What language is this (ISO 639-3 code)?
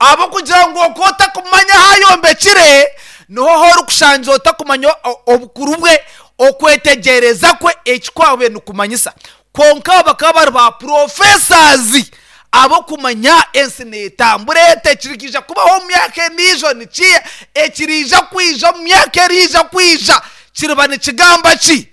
nyn